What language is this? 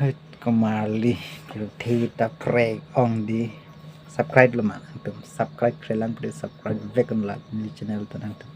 Karbi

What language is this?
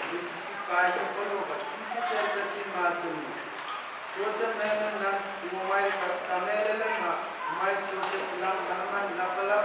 Pohnpeian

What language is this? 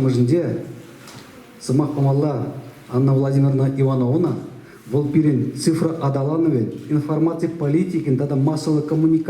Chuvash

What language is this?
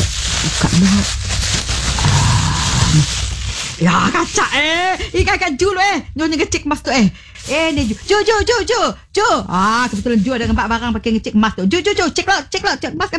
Malay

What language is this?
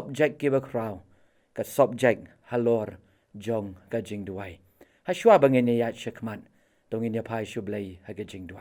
Khasi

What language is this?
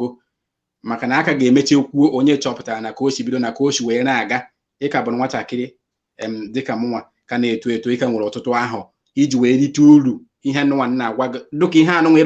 Igbo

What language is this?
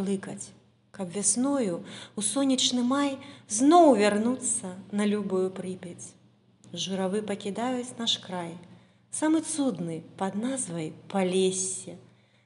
Belarusian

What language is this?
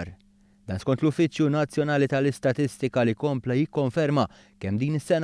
Maltese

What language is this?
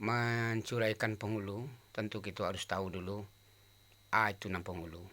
Minangkabau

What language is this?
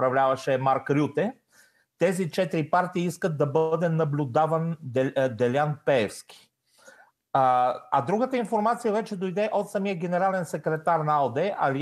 Bulgarian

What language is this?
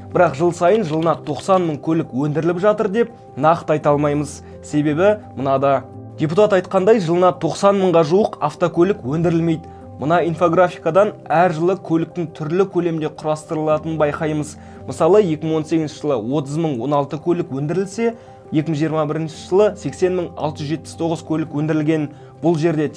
Kazakh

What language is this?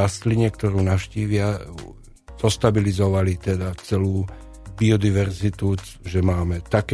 Slovak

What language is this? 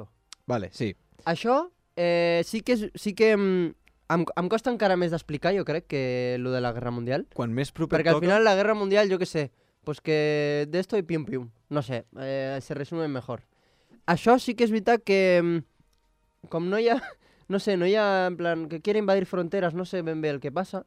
Catalan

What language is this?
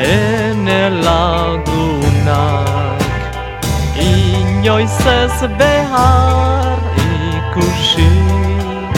Basque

